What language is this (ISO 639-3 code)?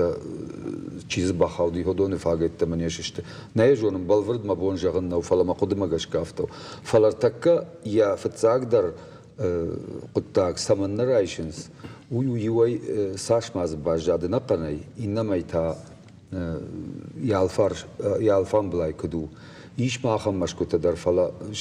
oss